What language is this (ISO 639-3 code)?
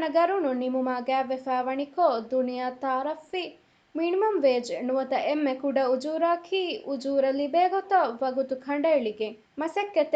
div